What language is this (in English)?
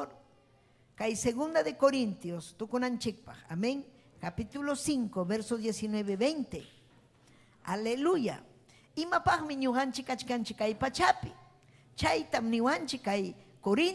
Ayacucho Quechua